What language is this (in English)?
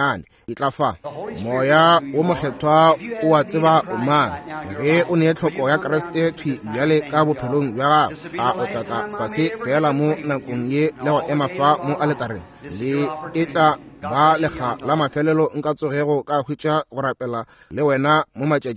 Northern Sotho